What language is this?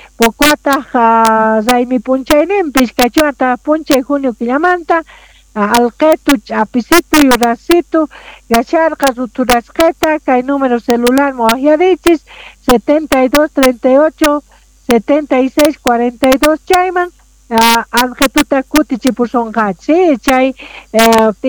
South Bolivian Quechua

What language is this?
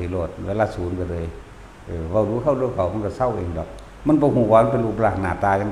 Lao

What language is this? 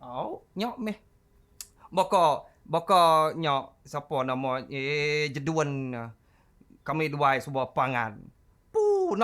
Iban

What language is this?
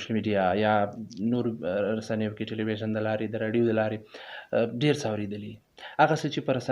Pashto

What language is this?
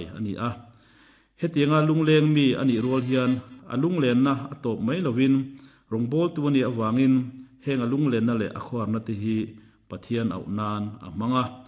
Mizo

